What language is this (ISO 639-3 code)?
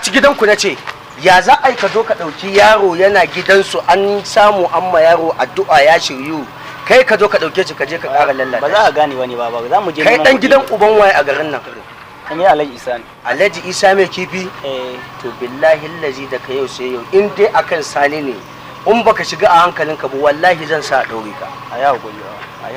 hau